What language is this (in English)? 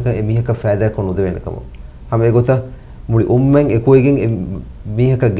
Divehi